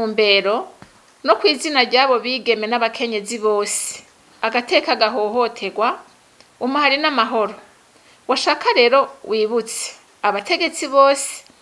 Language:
Rundi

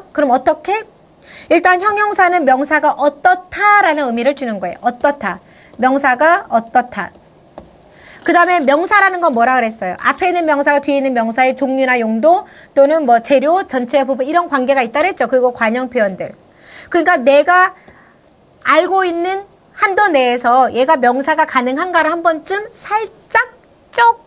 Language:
Korean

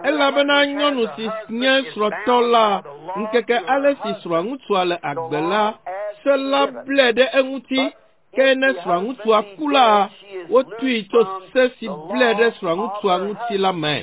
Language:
Ewe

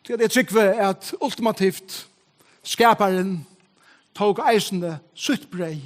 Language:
Faroese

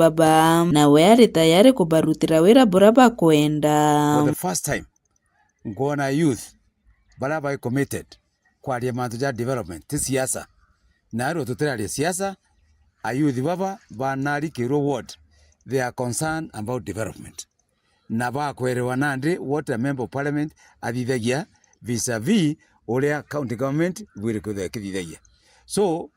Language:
Meru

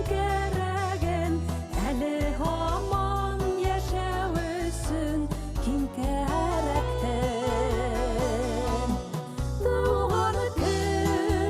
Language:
Bashkir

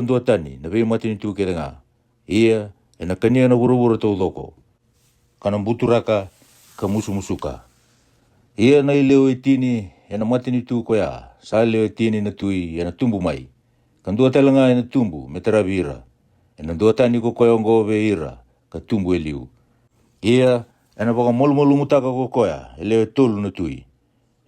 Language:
Fijian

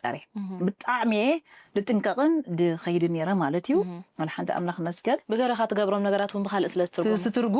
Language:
Tigrinya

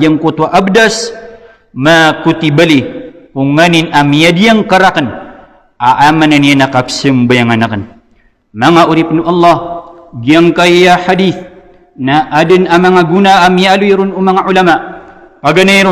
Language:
Maranao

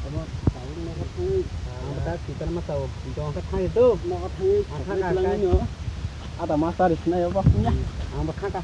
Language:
Kok Borok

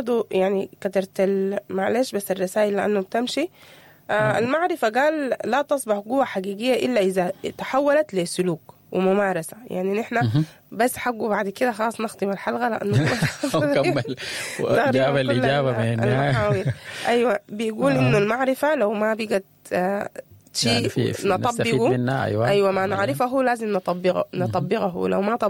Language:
Sudanese Arabic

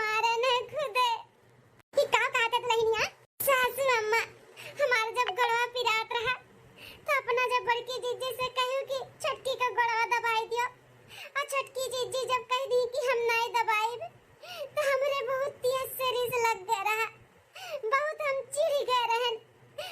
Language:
Awadhi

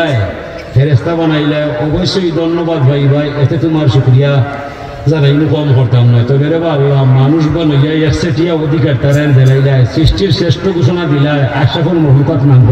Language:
Sylheti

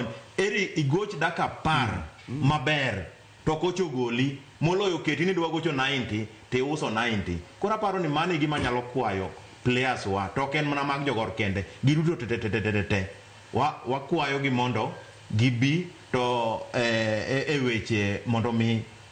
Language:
Luo (Kenya and Tanzania)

